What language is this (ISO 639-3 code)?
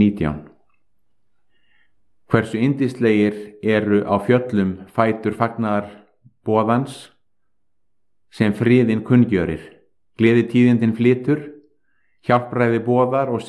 isl